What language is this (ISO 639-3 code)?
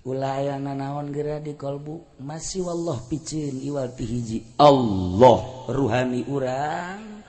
sun